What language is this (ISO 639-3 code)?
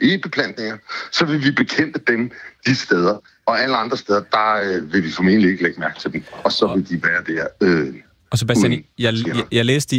dan